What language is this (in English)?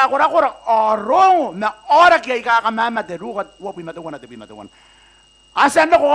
Gilbertese